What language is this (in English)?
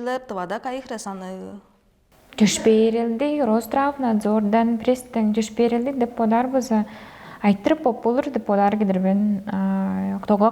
Tuvinian